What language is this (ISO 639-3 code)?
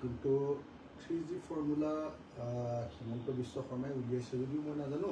asm